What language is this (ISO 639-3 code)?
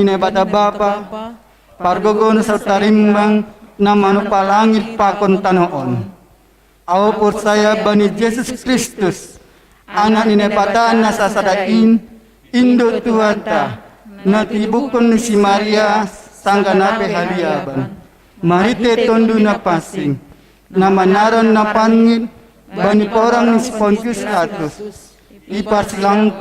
bts